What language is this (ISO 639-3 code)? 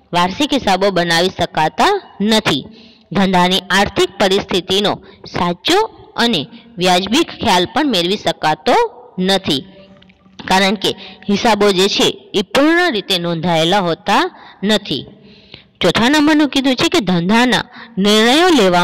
guj